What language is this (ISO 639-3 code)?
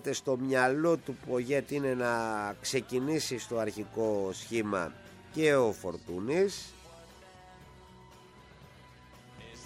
ell